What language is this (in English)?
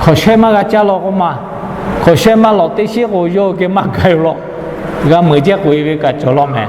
Lahu